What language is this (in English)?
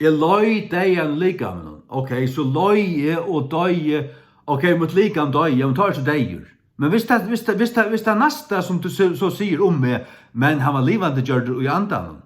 Faroese